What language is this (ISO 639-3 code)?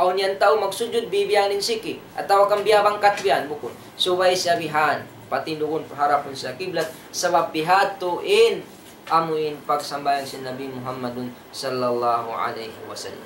tsg